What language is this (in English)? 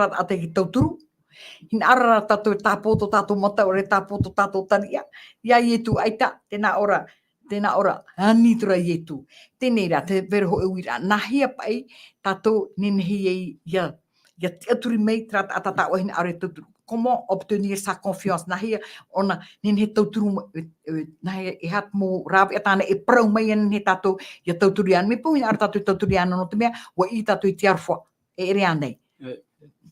Tahitian